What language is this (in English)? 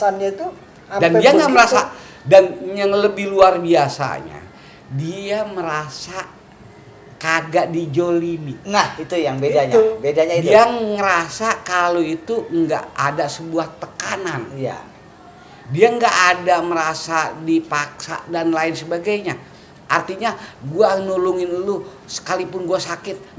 Betawi